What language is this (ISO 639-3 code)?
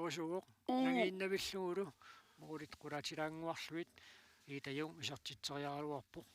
kal